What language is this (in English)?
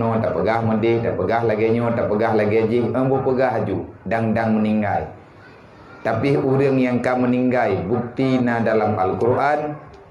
Achinese